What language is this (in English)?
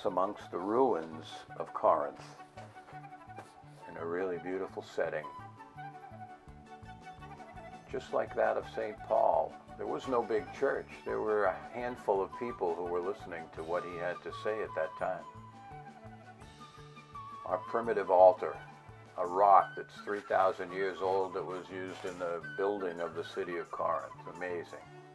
English